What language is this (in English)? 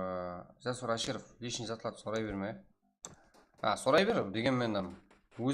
Kara-Kalpak